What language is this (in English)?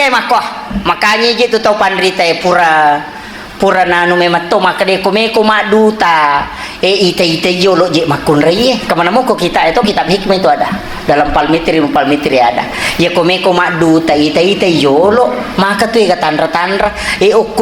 Buginese